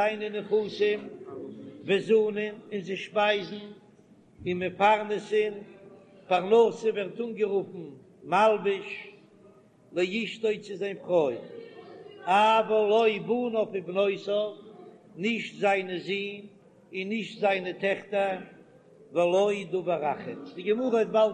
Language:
Yiddish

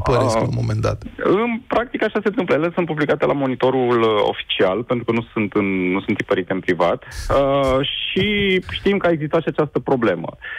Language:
Romanian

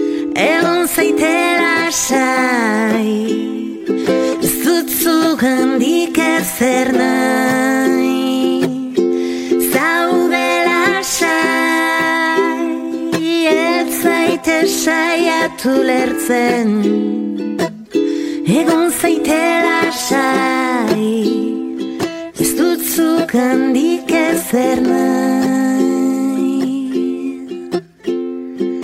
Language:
Basque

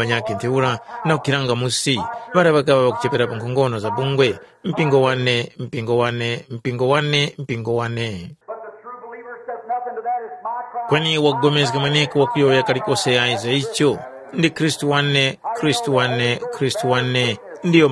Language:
Tumbuka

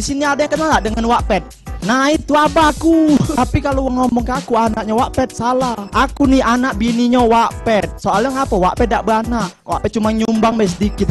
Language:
Musi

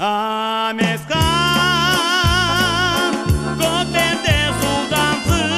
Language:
Crimean Tatar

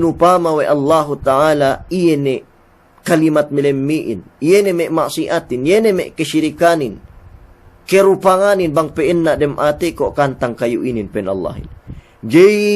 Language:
Yakan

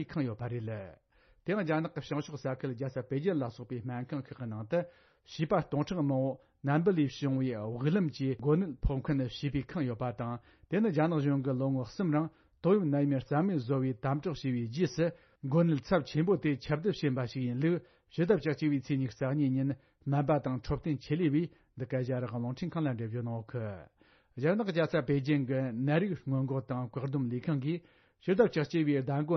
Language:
Tibetan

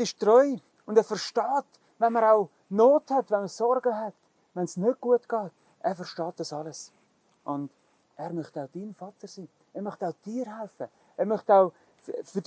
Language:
Swiss German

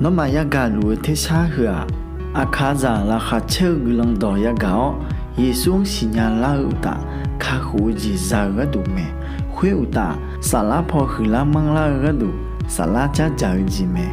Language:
Akha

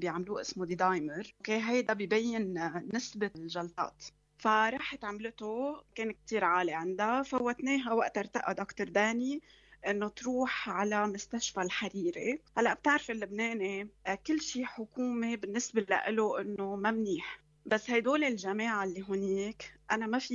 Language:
North Levantine Arabic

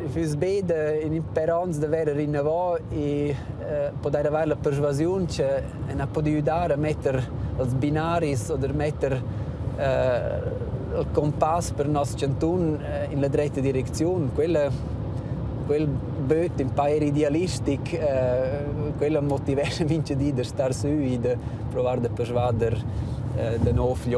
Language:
Romansh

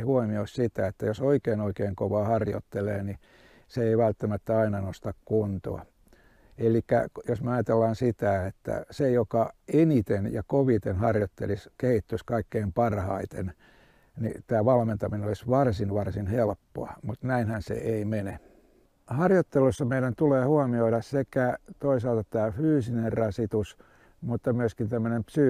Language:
Finnish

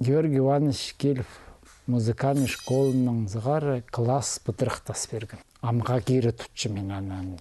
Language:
Khakas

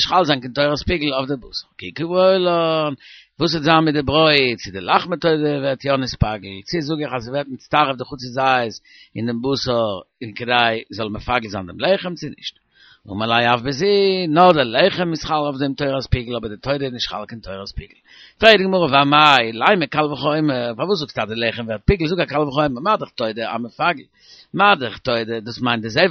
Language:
Yiddish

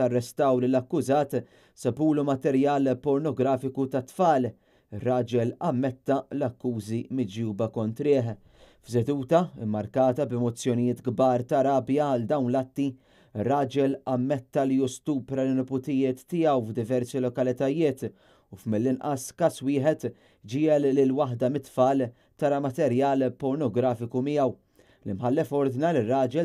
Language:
Maltese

